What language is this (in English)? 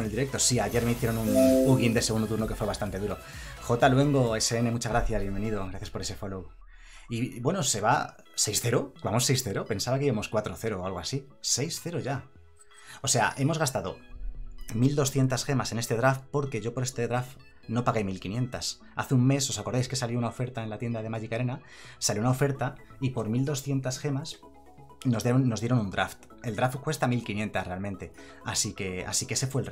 Spanish